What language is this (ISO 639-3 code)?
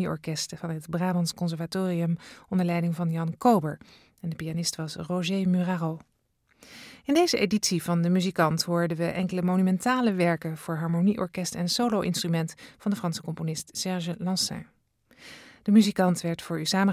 nld